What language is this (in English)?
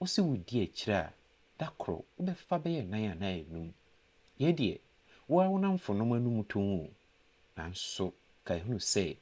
Akan